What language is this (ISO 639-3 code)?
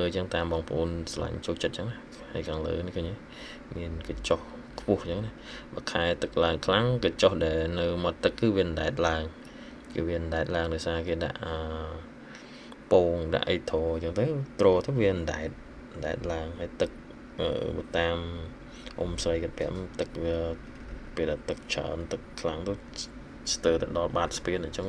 khm